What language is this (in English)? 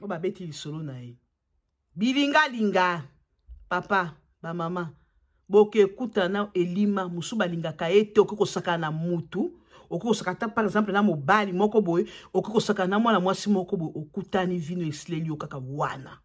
Lingala